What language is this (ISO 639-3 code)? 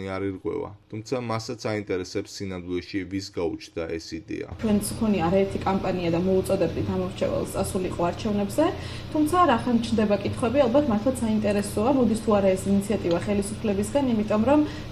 kat